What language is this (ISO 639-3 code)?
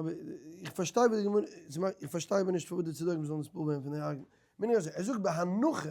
yid